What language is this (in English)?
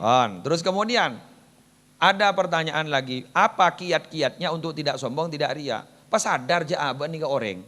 Madurese